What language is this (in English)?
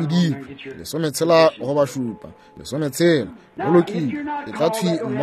Northern Sotho